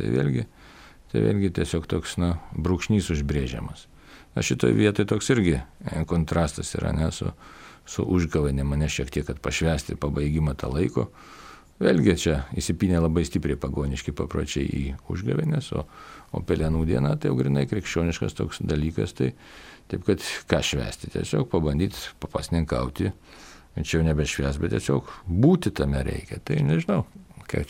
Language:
Lithuanian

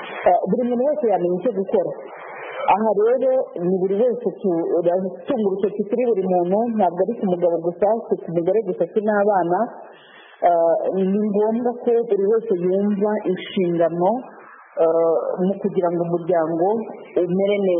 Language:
Kinyarwanda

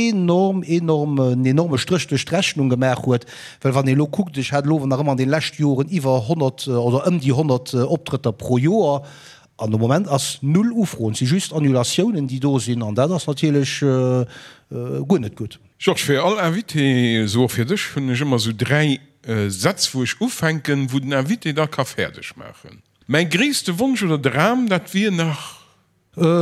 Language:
Luxembourgish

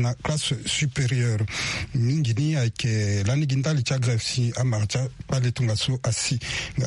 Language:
Sango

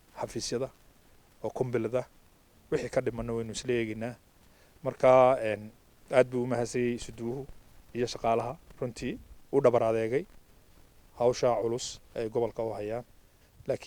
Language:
Somali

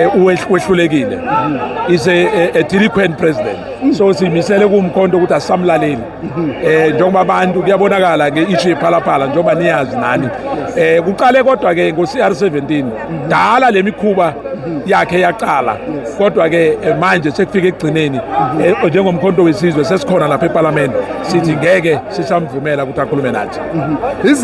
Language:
Zulu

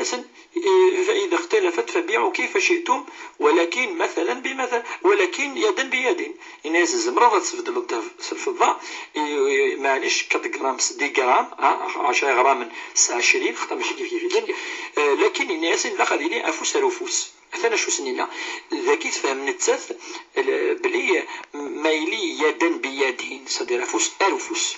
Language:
Kabyle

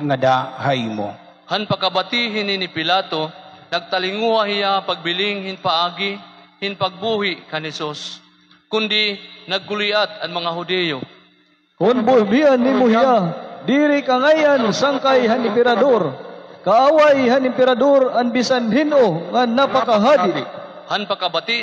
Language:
Waray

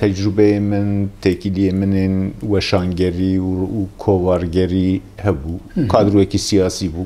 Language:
Kurdish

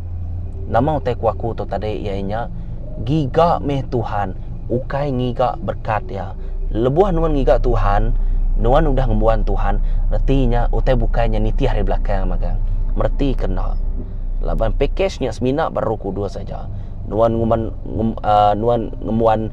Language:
Iban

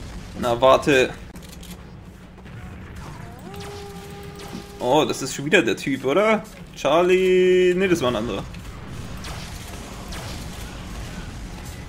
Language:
German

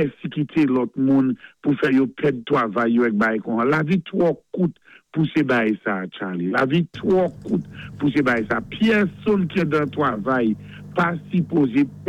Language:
Saint Lucian Creole French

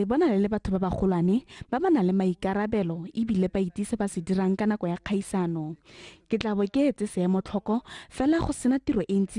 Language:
Tswana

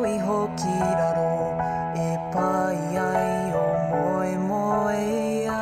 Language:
Māori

